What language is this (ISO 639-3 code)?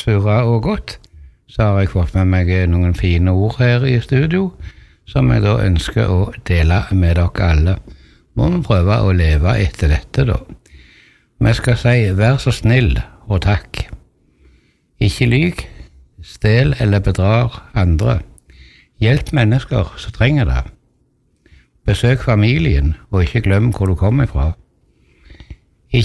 nor